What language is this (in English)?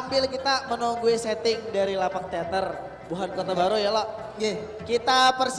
Banjar